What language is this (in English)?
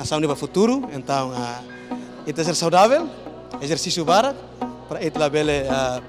Tetum